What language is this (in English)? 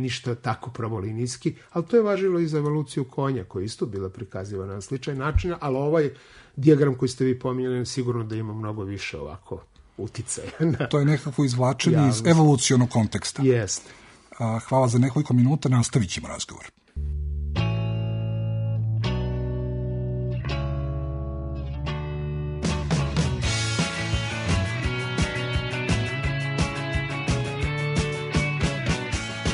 Serbian